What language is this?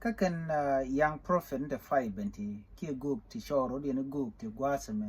Nuer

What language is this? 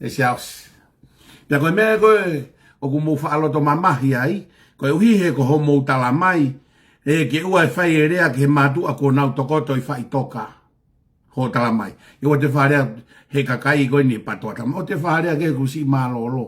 Tongan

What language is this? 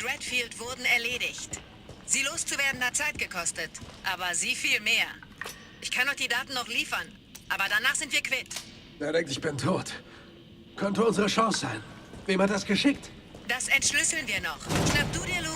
Bavarian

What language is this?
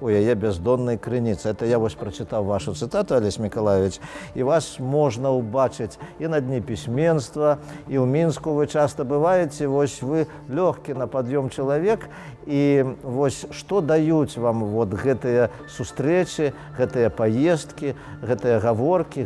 Belarusian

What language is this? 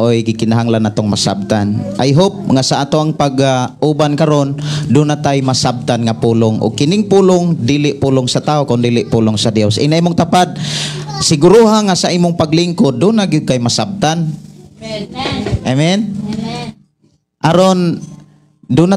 Cebuano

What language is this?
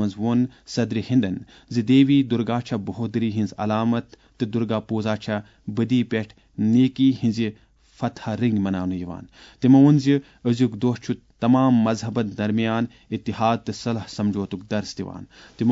Kashmiri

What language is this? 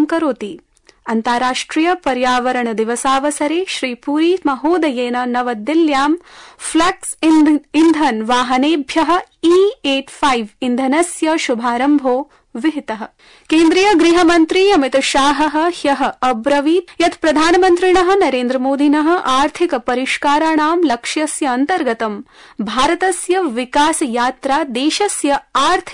Sanskrit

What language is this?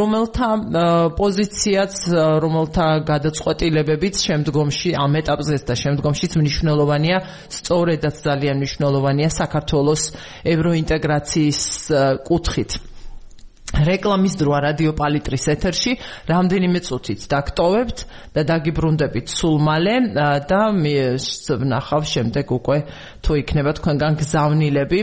Georgian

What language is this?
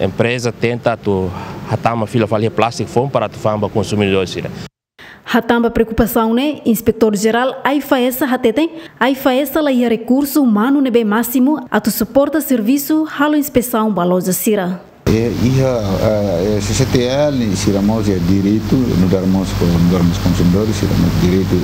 Tetum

